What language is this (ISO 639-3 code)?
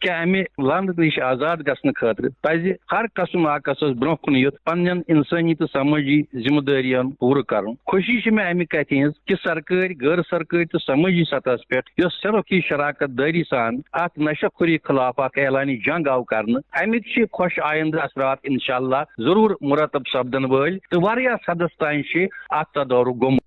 kas